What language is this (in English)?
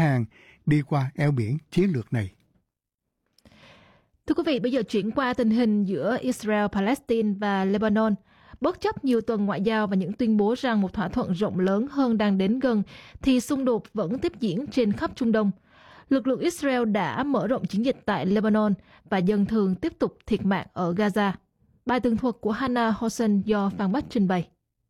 Vietnamese